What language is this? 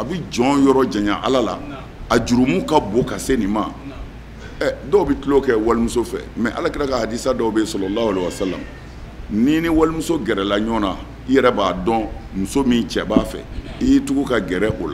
Bambara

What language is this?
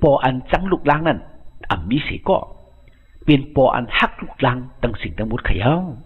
Shan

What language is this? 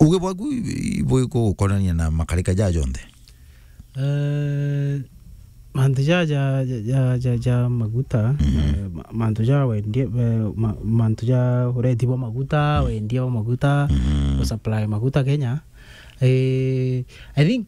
Meru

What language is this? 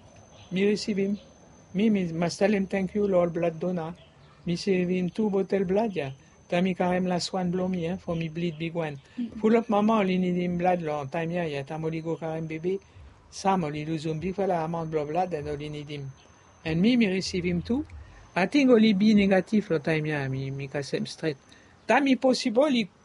Bislama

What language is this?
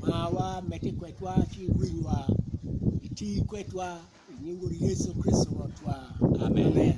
Acoli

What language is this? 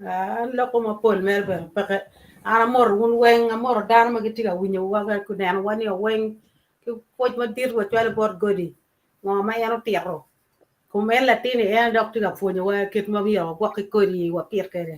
Acoli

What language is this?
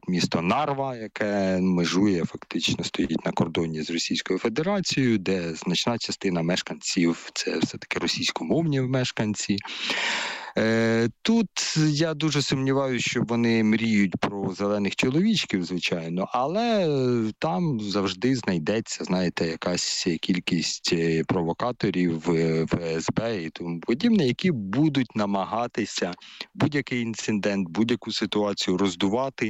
Ukrainian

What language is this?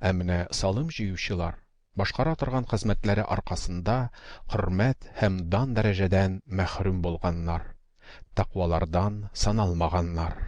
Tatar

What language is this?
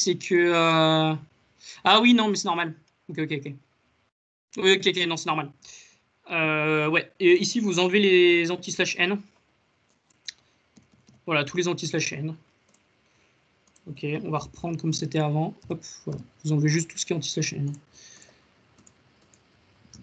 French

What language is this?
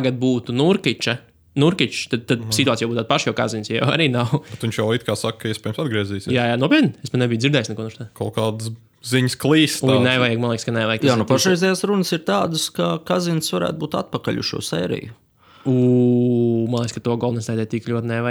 Latvian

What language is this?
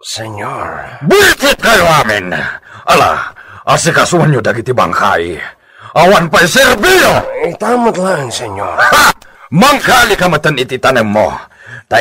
Iloko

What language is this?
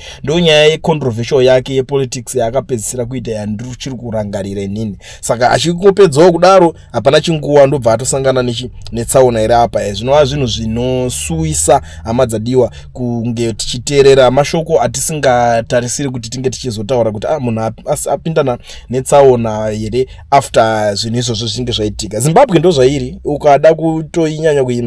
Shona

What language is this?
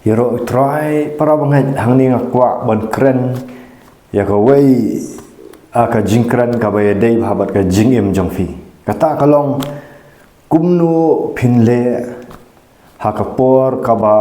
Khasi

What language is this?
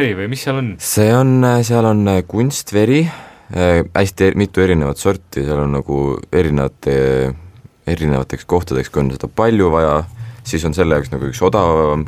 Estonian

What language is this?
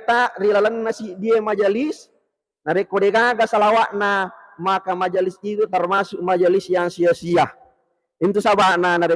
Buginese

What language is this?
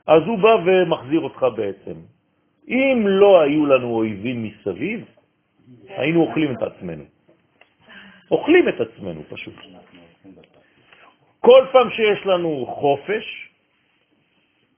Hebrew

